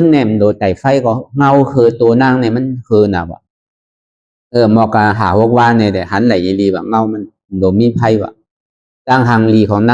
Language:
Shan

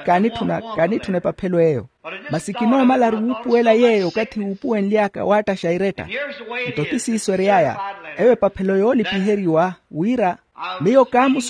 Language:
Makhuwa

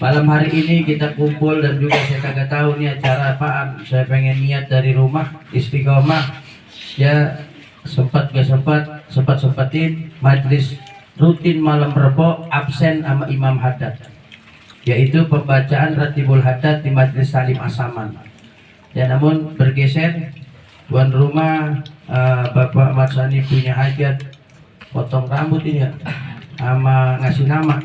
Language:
Betawi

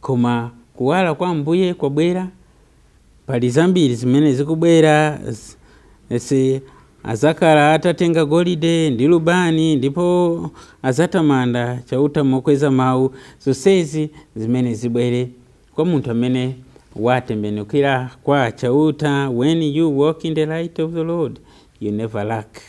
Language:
Nyanja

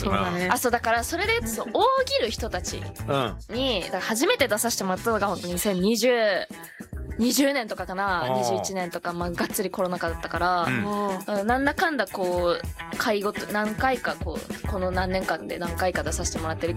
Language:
Japanese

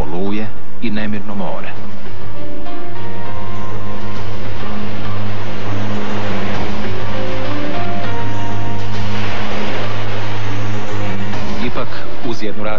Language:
Croatian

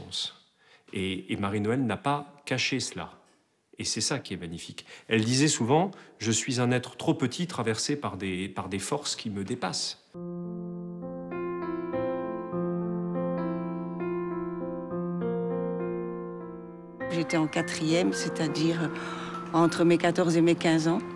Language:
French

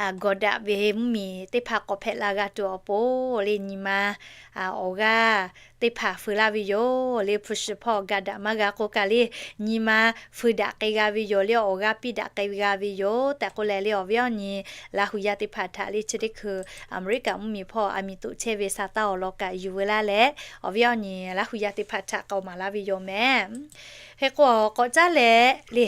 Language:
Lahu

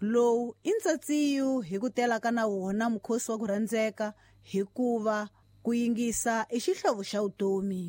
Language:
Tsonga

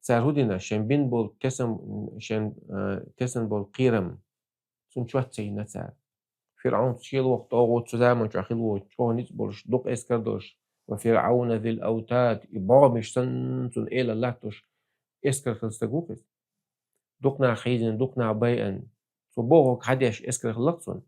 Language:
Chechen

